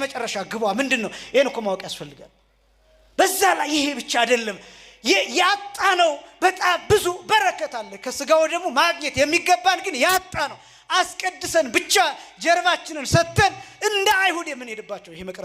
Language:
Amharic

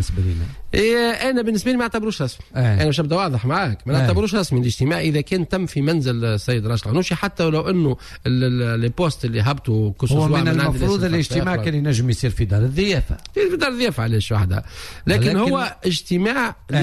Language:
Tunisian Arabic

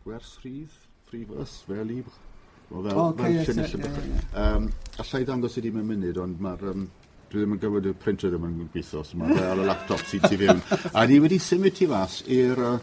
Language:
Welsh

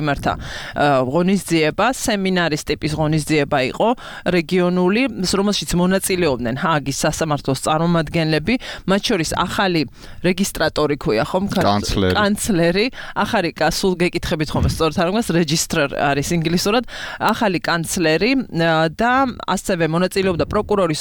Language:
Georgian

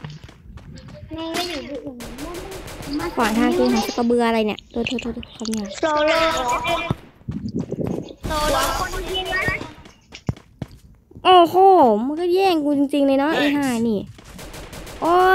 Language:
Thai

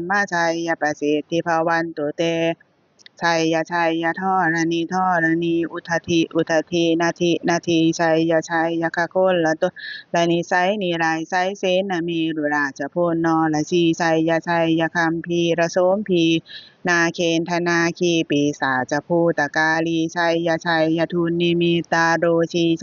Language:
Pali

